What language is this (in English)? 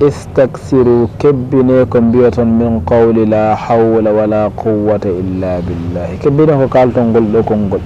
Fula